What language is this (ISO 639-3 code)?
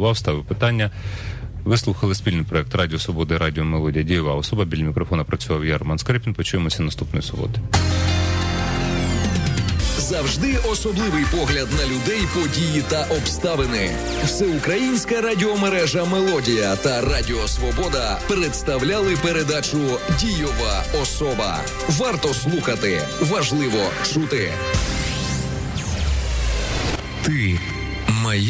ukr